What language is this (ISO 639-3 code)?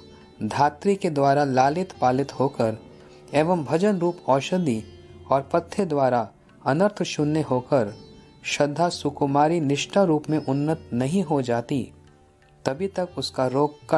hin